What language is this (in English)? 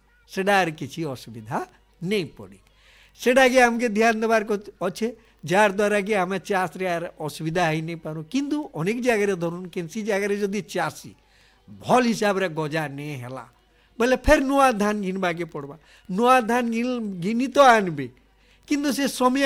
Odia